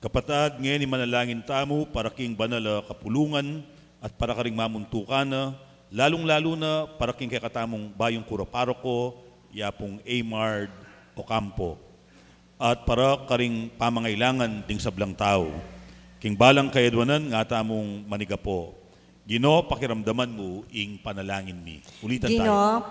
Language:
Pampanga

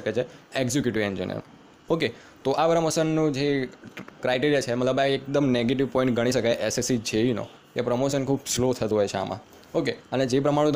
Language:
Gujarati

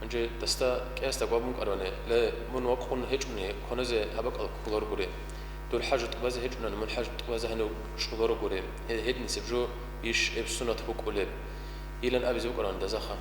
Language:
Avaric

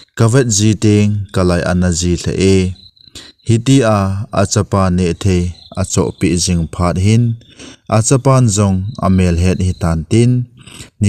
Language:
Thado Chin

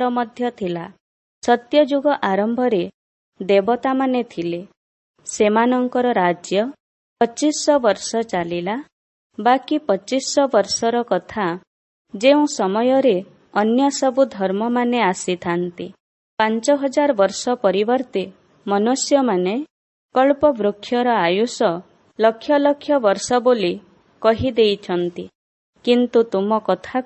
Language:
Odia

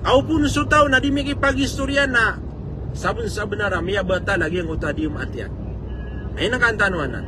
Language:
Maranao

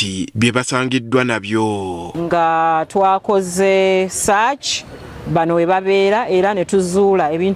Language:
Ganda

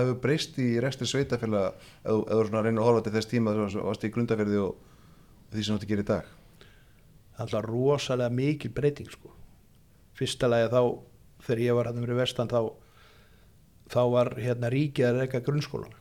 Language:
Icelandic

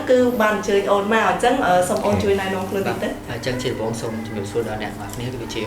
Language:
Khmer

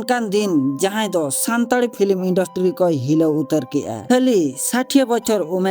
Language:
Santali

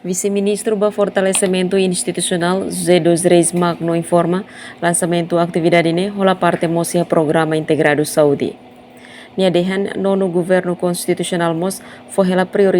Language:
Tetum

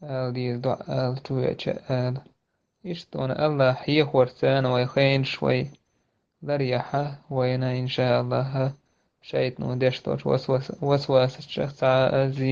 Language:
Chechen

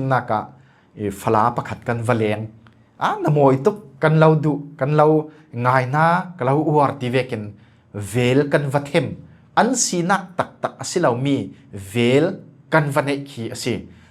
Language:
Falam Chin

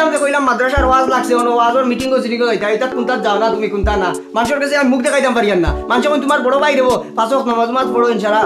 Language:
Sylheti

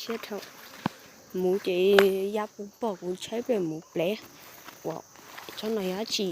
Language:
Hmong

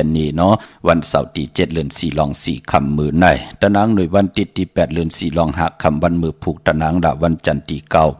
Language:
Shan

